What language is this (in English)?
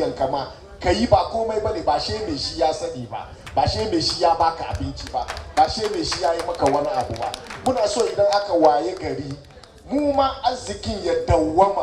Hausa